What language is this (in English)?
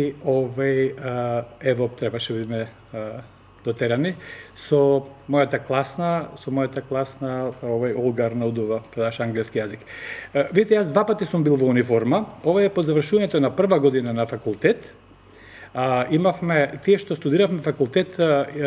Macedonian